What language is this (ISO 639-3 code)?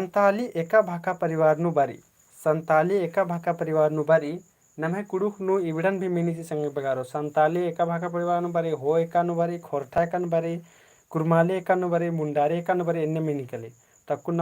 kru